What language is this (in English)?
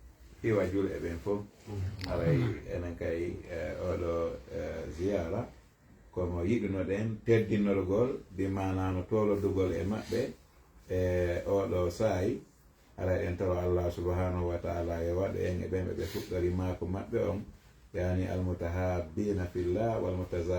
Fula